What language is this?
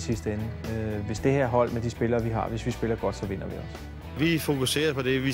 Danish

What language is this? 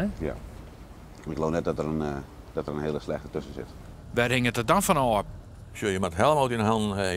Western Frisian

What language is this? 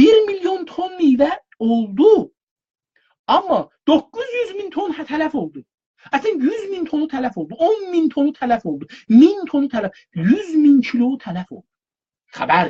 South Azerbaijani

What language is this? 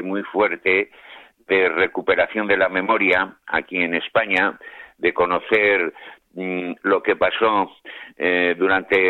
Spanish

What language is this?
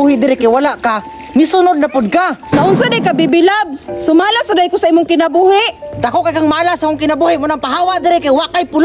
Cebuano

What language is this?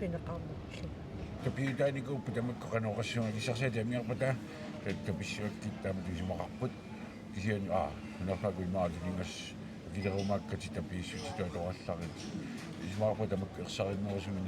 Kalaallisut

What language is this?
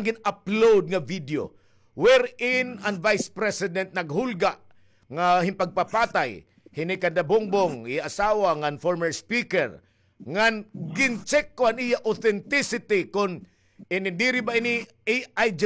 Waray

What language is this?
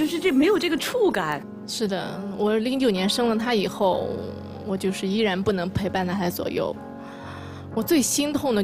Chinese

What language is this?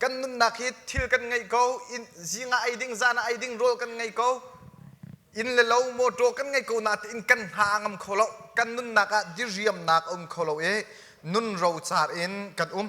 Hakha Chin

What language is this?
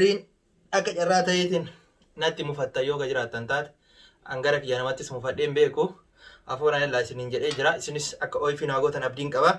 Oromo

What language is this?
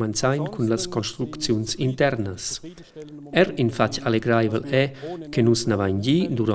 Romansh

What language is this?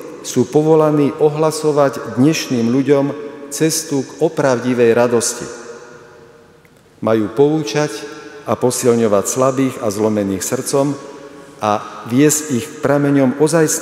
Slovak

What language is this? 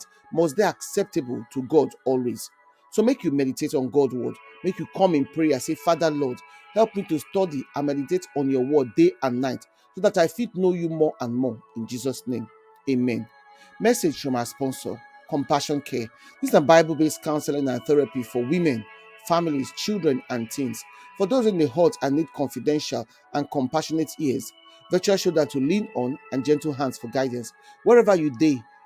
Nigerian Pidgin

